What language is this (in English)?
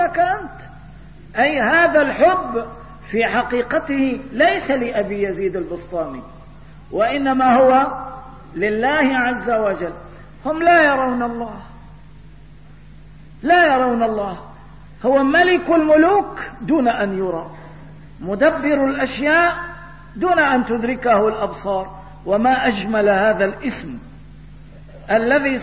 Arabic